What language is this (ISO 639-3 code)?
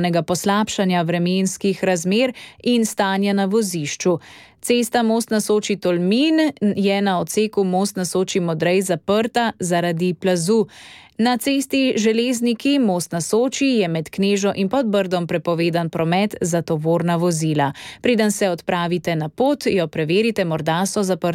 slv